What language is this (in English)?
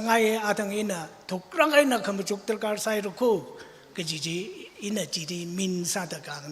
Tangkhul Naga (India)